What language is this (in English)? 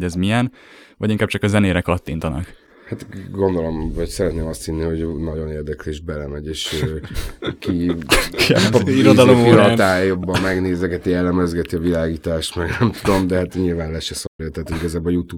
Hungarian